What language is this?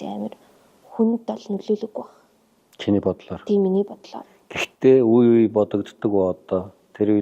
Mongolian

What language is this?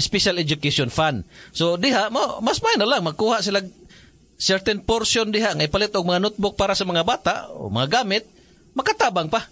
Cebuano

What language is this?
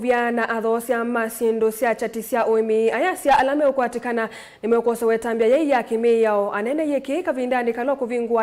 Kamba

